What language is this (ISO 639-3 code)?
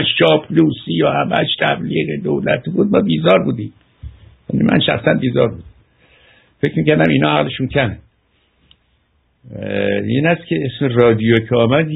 fas